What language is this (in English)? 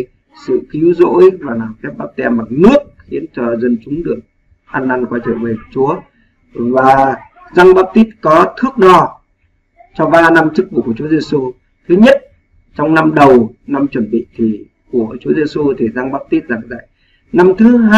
Vietnamese